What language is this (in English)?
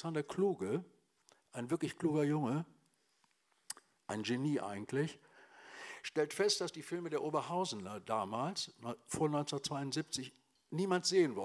German